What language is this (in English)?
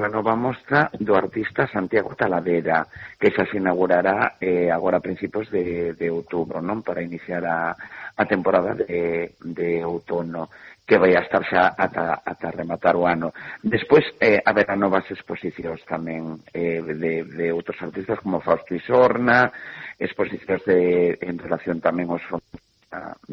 Galician